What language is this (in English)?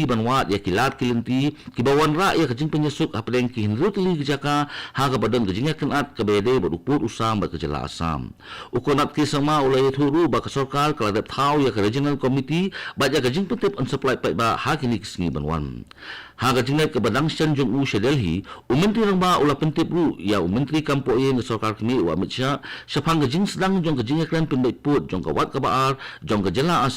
Khasi